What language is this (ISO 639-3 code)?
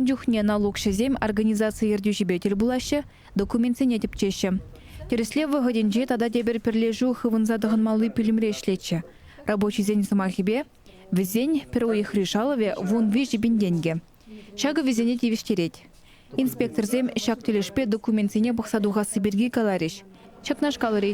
chv